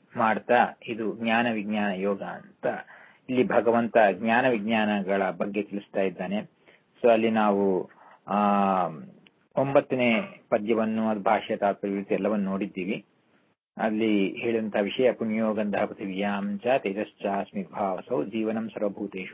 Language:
Kannada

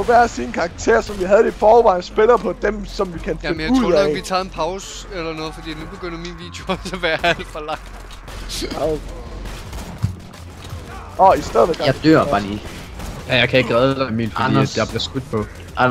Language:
Danish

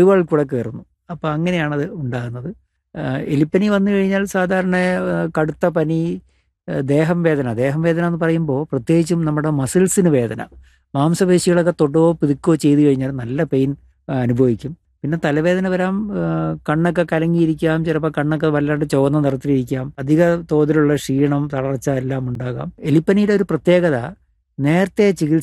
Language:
Malayalam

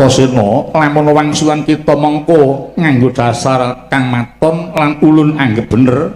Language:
Javanese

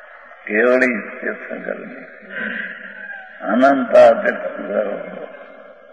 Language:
Gujarati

